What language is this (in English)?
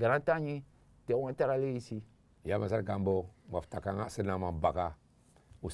Sranan Tongo